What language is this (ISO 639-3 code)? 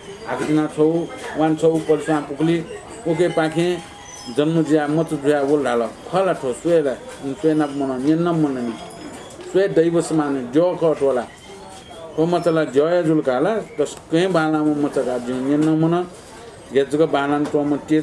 new